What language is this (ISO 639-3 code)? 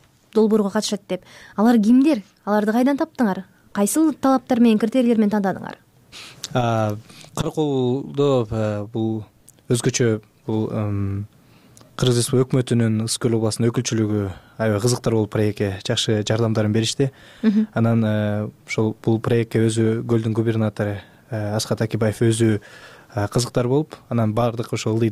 kir